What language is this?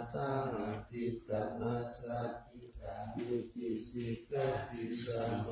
Pali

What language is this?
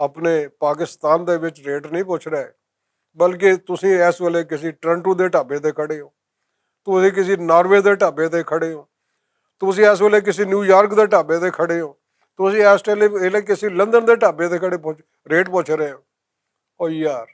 Western Panjabi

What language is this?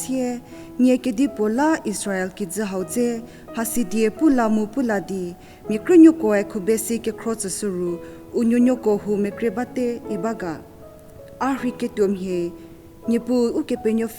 Angami Naga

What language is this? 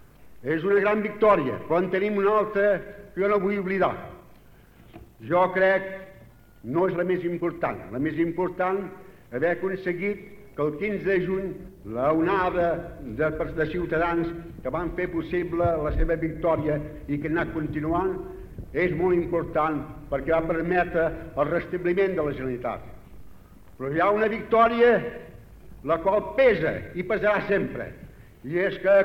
Catalan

